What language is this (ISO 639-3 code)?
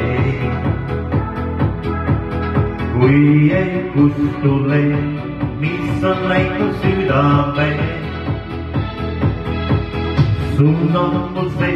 est